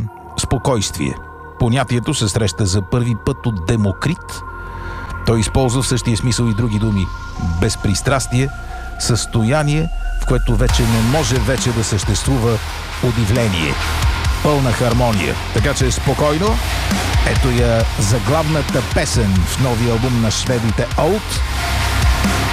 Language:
Bulgarian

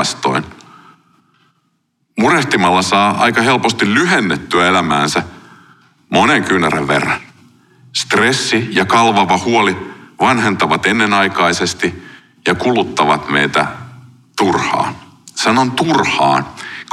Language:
Finnish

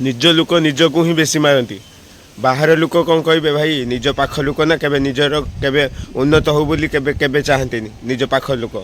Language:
Odia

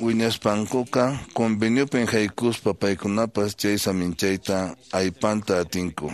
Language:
Quechua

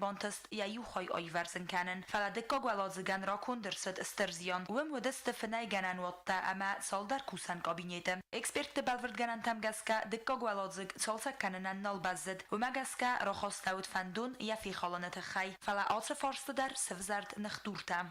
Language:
Ossetic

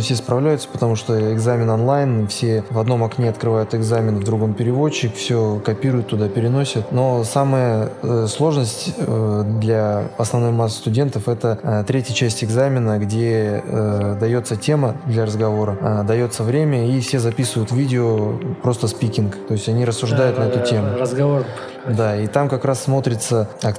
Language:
Russian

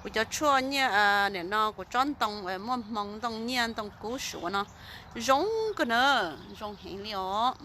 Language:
Hmong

